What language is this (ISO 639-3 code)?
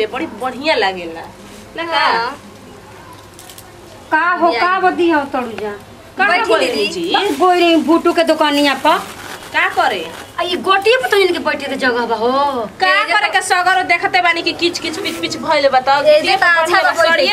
bho